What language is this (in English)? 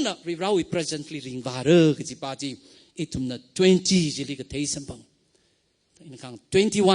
Tangkhul Naga (India)